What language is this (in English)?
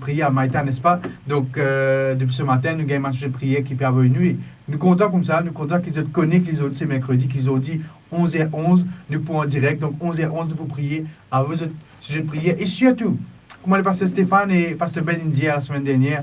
Morisyen